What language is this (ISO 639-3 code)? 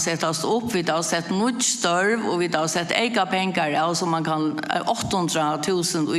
fao